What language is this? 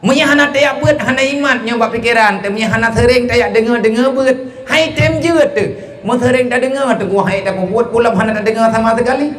Achinese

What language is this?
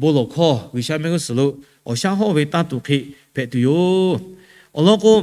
Lahu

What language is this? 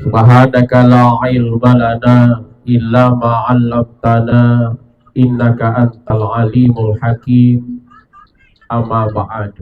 Buginese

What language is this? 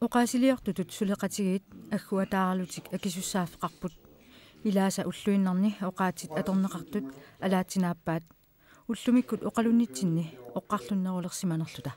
Kalaallisut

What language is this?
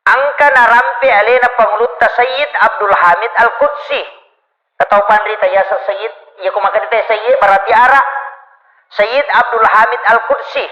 Buginese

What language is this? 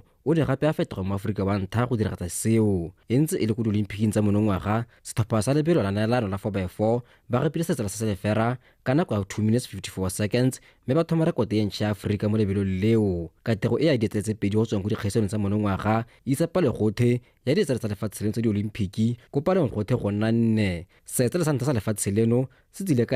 Tswana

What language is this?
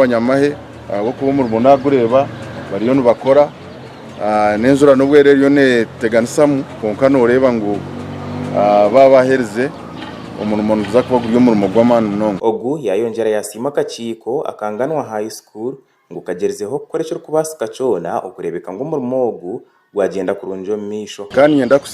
Nyankole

